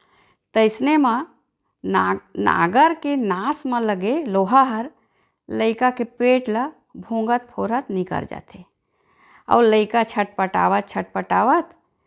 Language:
Chhattisgarhi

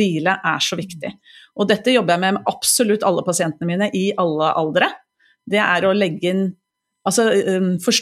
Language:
Norwegian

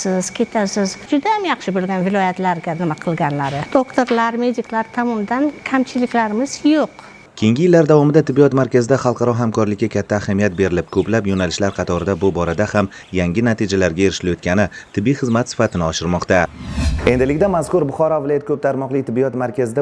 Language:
Uzbek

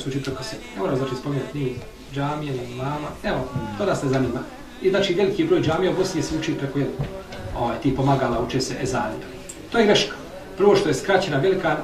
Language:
Bosnian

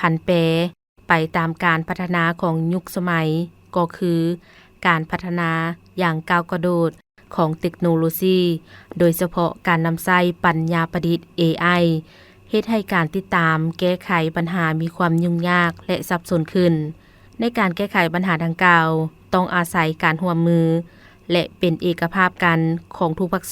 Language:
Lao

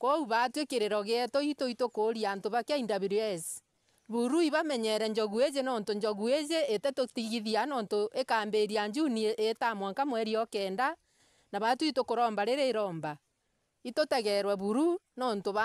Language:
Meru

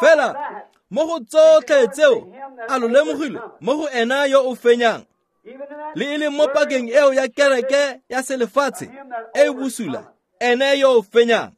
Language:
Tswana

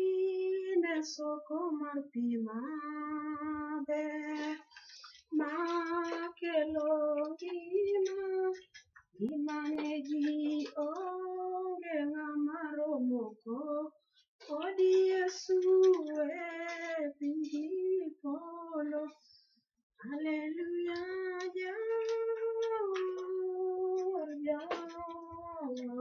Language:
Luo (Kenya and Tanzania)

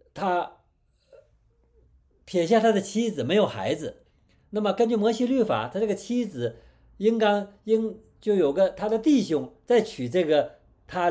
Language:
Chinese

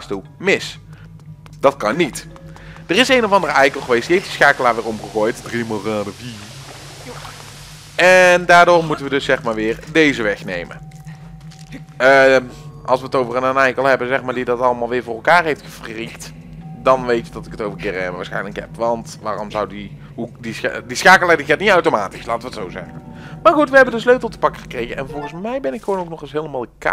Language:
Dutch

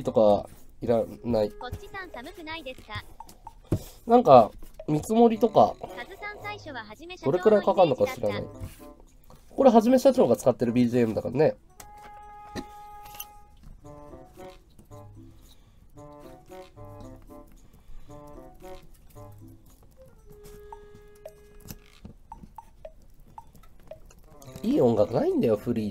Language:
Japanese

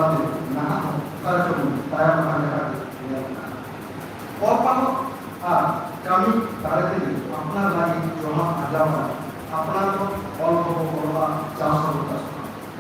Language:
Santali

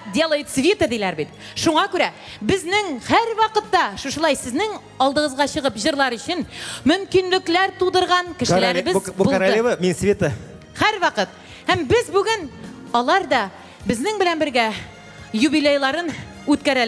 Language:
Tatar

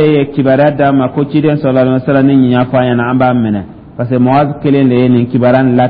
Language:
Dyula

